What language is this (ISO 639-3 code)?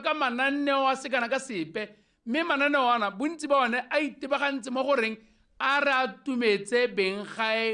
tsn